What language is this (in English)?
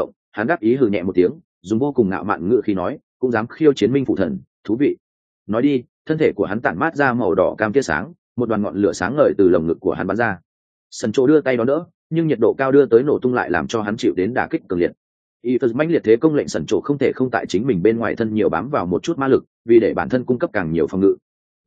Vietnamese